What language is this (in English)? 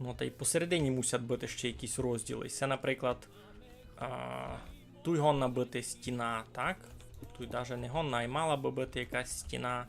Rusyn